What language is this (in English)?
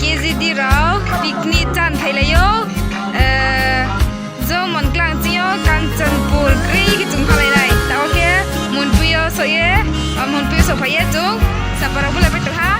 Riang (India)